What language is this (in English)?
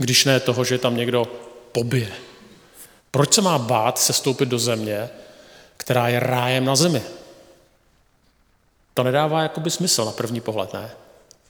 Czech